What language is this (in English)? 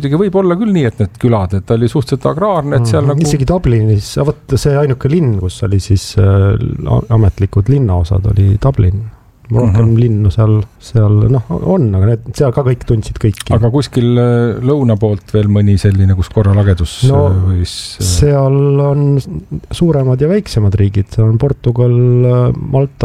Estonian